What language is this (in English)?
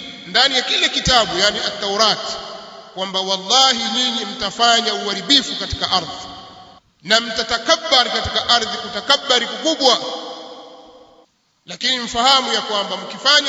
Swahili